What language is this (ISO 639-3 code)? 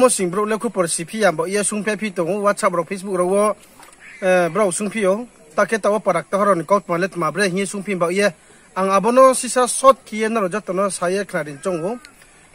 ria